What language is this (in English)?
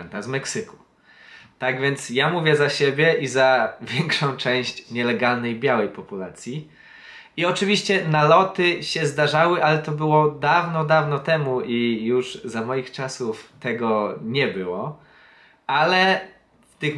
Polish